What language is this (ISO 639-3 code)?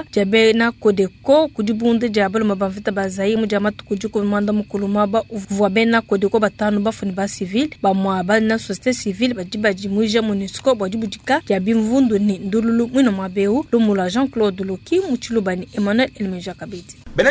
lua